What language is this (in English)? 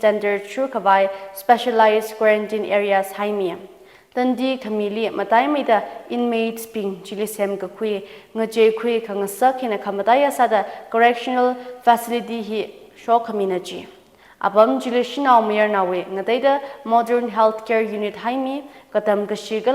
Tangkhul Naga (India)